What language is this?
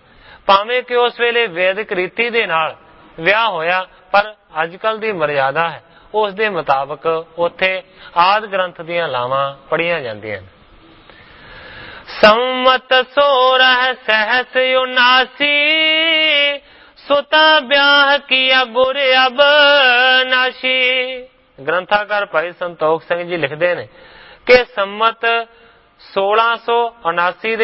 Punjabi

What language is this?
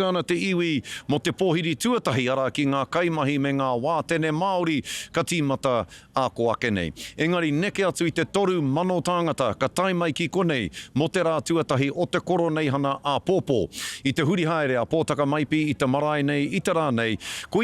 Māori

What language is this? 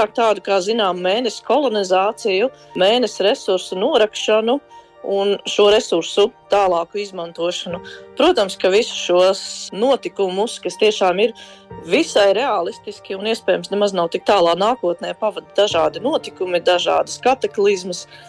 Latvian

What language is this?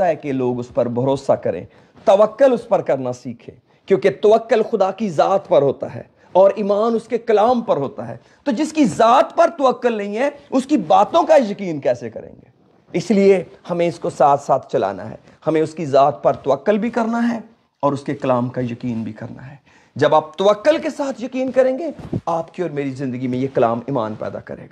Urdu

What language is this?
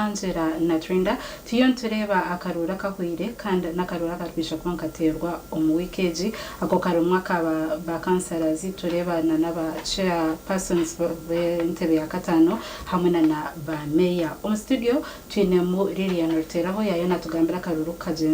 Nyankole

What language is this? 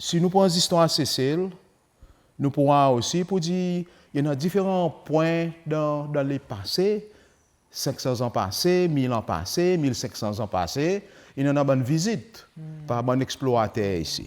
Seselwa Creole French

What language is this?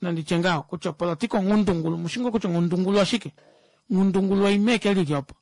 Kuanyama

